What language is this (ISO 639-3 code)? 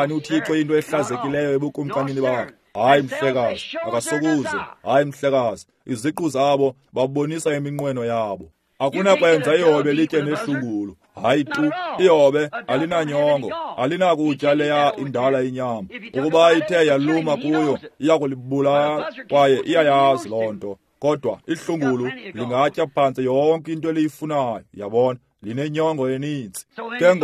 xho